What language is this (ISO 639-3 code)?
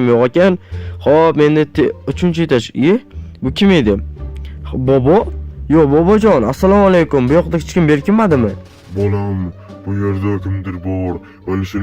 uzb